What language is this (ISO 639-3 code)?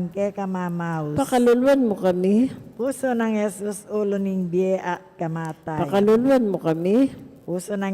pam